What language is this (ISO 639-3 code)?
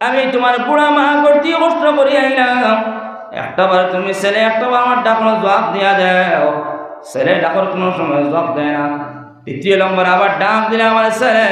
syl